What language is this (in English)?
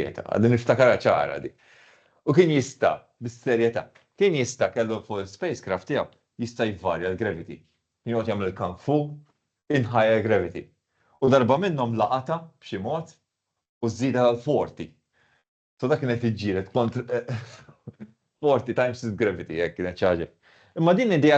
Maltese